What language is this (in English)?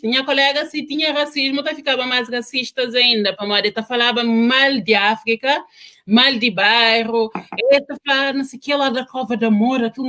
Kabuverdianu